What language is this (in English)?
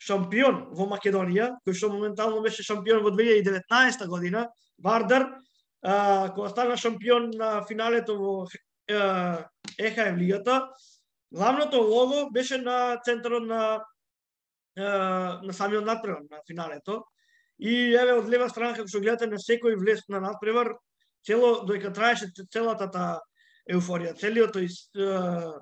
Macedonian